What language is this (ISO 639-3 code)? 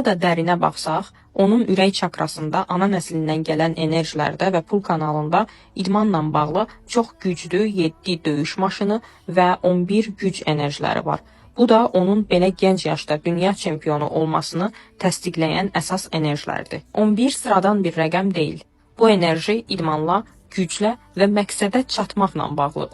aze